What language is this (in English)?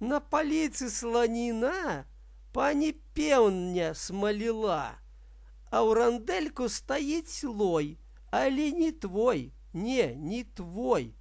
Belarusian